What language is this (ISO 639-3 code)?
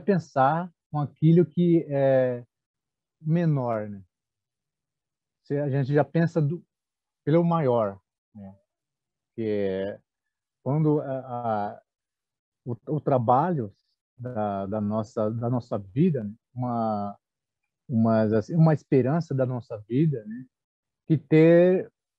por